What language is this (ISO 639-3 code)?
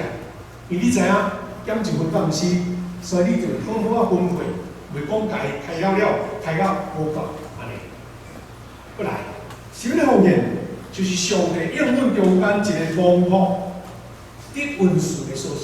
nan